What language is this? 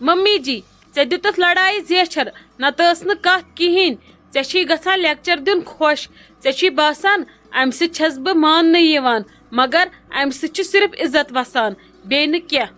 Kashmiri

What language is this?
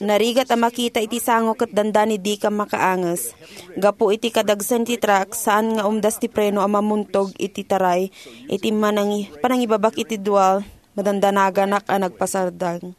Iloko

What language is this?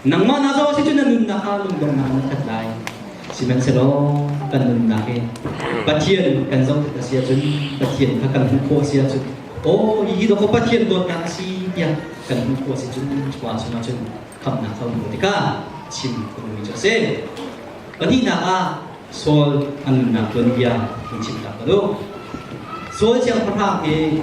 Hakha Chin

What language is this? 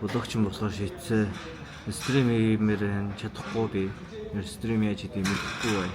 Mongolian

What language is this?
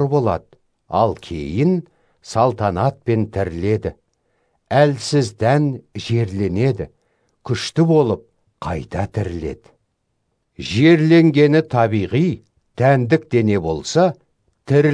Kazakh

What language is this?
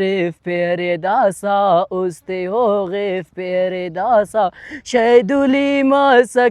Brahui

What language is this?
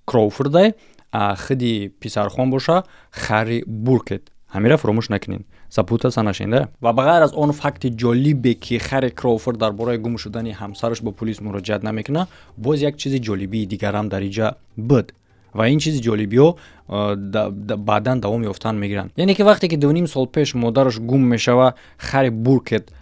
Tajik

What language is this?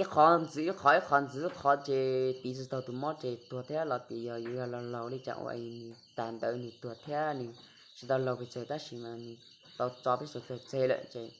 Hmong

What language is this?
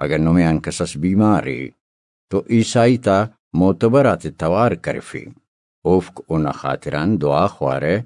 Brahui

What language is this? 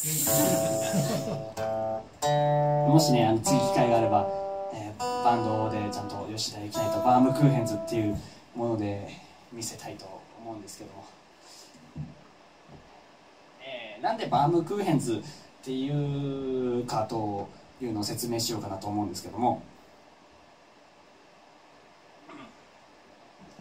Japanese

